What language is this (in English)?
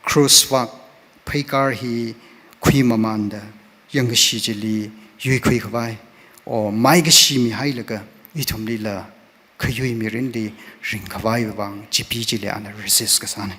Tangkhul Naga (India)